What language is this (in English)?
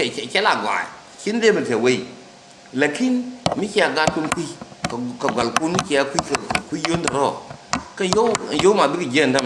Nuer